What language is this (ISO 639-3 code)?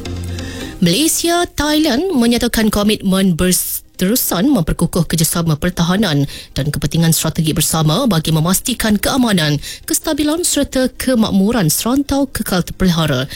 msa